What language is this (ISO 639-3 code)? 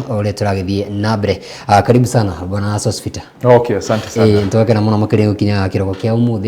kik